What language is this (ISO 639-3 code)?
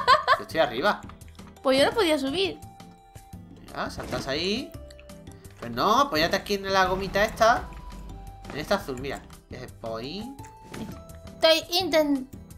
spa